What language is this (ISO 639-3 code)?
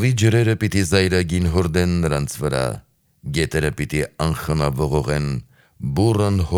hye